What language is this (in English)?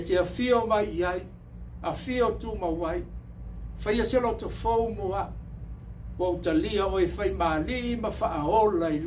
Samoan